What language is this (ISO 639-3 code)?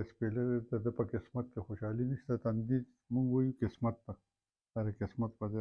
pus